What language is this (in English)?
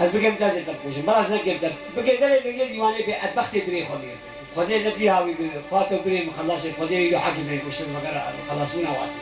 Kurdish